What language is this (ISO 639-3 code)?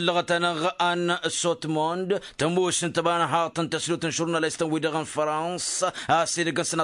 taq